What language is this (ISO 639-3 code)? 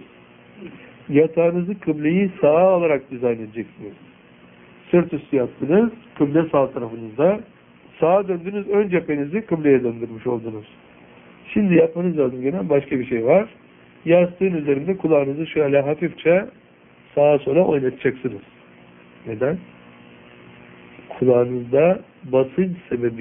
tur